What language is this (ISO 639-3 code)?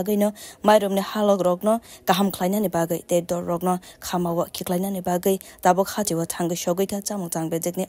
trp